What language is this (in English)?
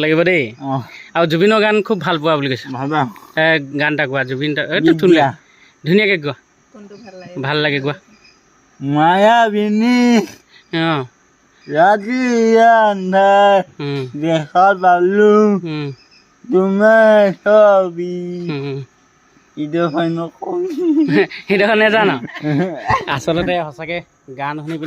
Assamese